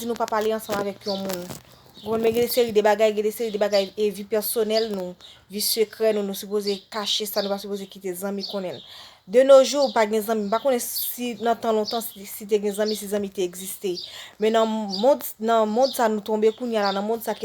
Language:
Haitian Creole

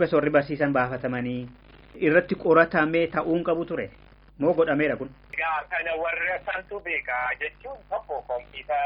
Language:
Oromo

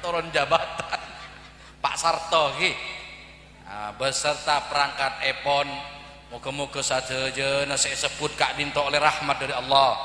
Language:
Madurese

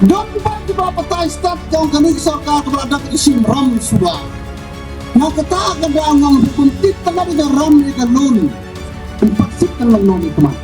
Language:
Khasi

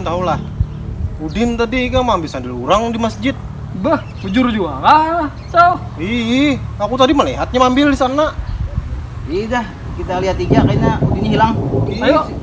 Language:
Banjar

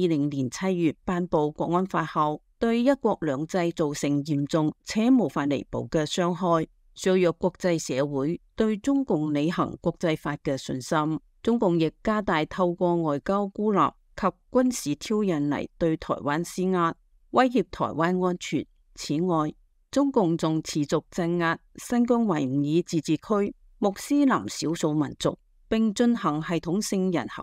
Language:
Cantonese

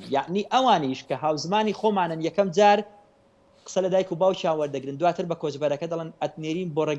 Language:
Central Kurdish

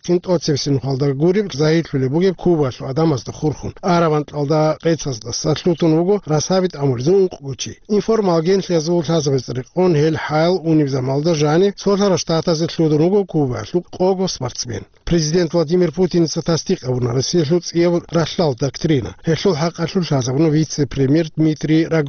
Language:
Avaric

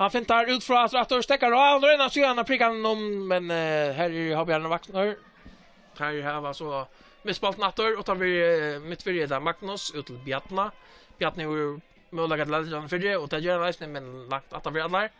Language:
Faroese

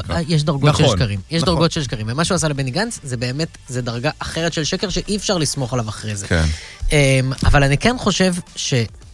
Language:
Hebrew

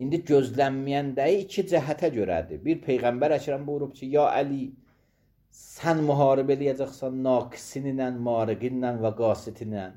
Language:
Azerbaijani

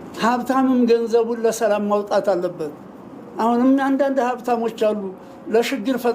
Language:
Amharic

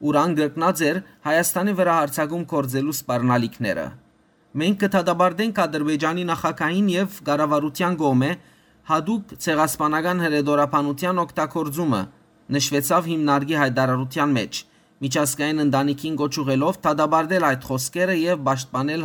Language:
Western Armenian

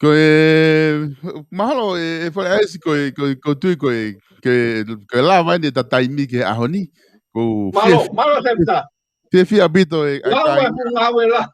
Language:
Tongan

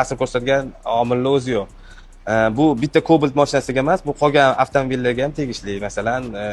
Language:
Uzbek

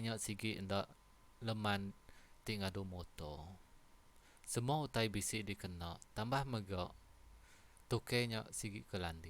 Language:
Iban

